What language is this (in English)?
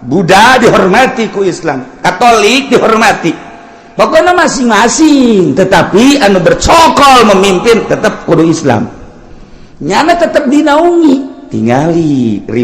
Sundanese